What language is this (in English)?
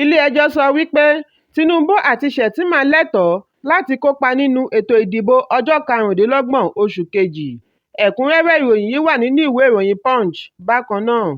Yoruba